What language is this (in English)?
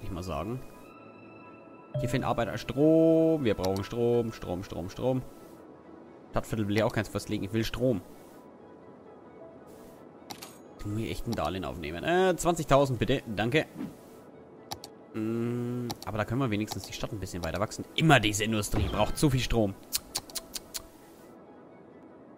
German